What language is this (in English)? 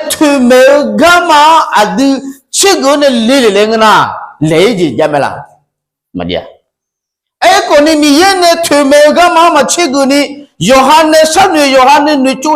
Akha